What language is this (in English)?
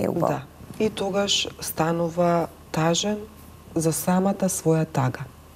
Macedonian